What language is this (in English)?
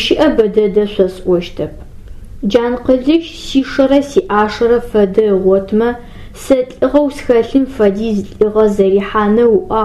Adyghe